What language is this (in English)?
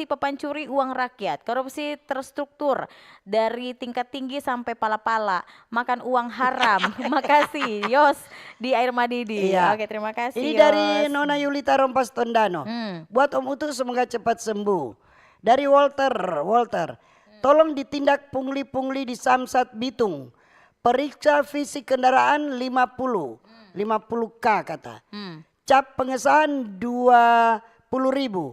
Manado Malay